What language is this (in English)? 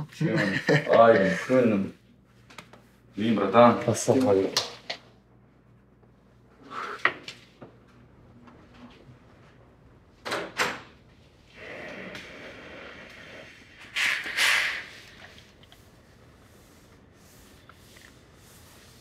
Kazakh